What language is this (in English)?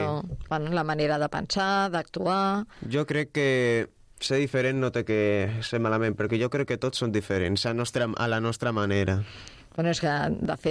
Catalan